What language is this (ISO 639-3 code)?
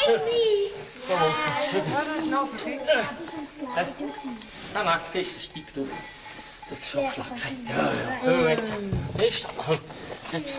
gsw